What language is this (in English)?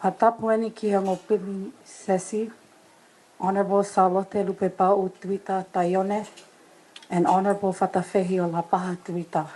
Tongan